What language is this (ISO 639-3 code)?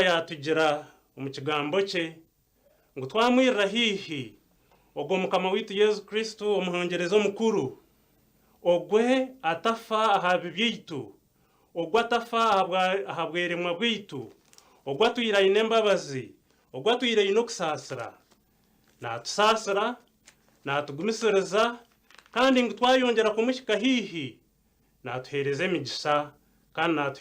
nyn